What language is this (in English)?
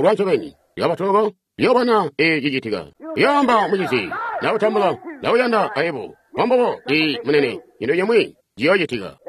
Tonga (Zambia)